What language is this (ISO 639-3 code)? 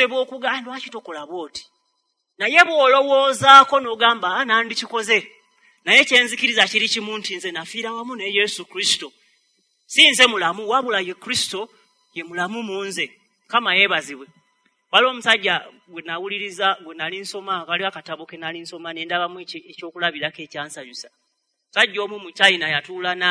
lug